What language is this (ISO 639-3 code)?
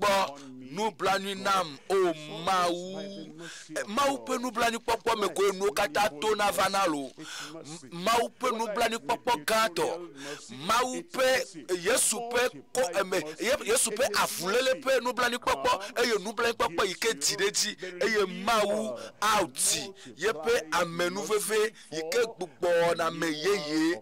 ewe